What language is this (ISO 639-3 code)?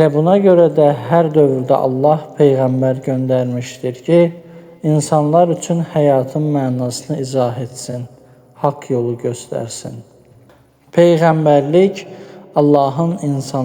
aze